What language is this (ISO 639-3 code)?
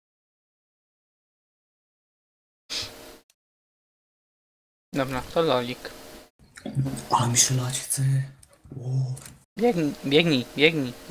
pol